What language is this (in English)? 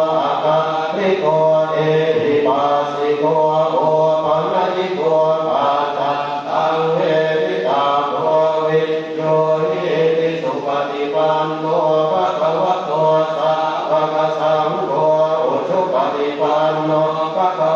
Pali